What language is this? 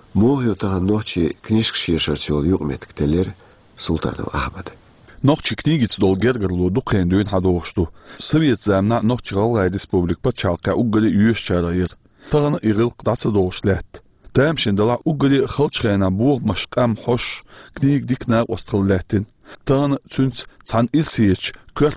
Chechen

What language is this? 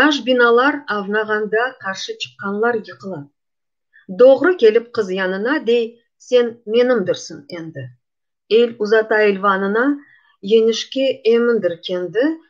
Crimean Tatar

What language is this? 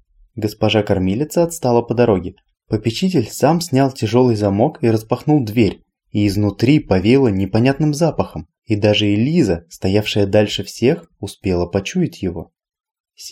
Russian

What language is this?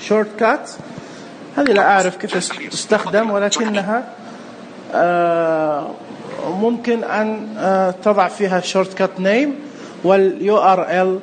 Najdi Arabic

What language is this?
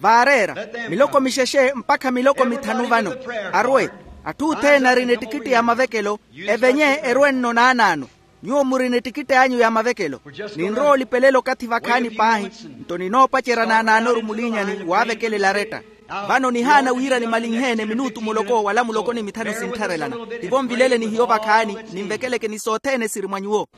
Makhuwa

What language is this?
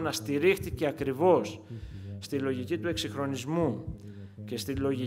Greek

